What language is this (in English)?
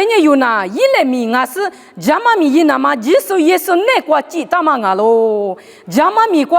Lisu